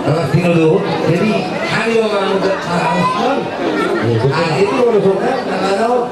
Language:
Batak Toba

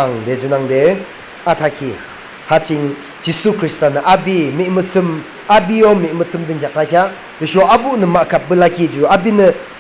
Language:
Yimchungru Naga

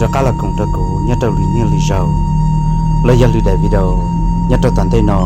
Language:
Hmong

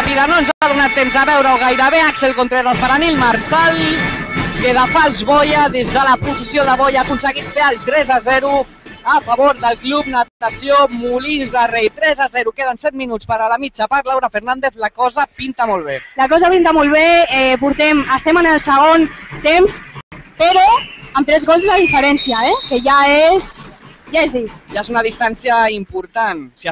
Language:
Catalan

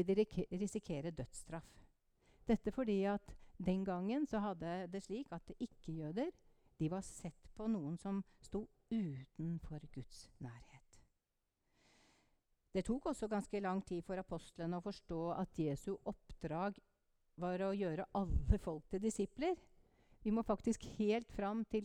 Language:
Norwegian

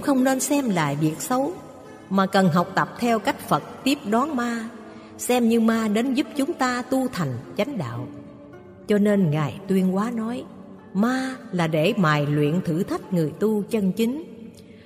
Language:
Vietnamese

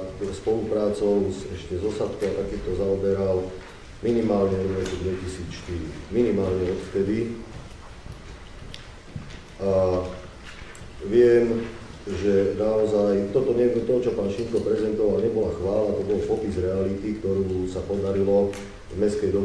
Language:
Slovak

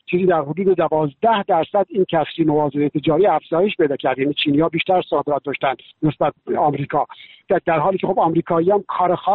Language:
Persian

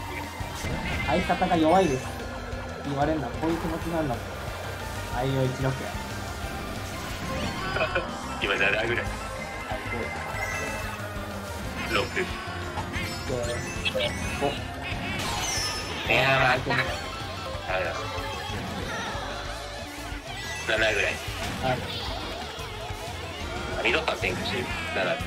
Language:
Japanese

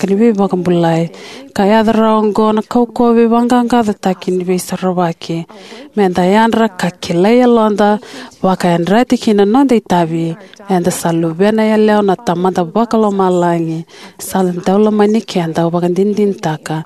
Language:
Fijian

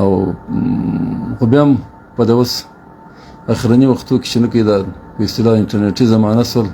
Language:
Pashto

